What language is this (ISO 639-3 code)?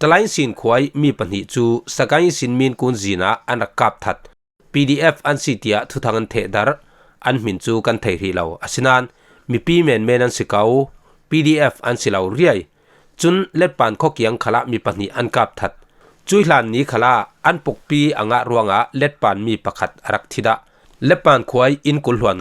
cfm